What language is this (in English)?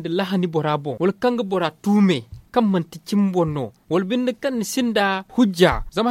Zarma